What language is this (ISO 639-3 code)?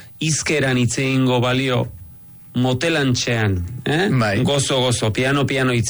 eus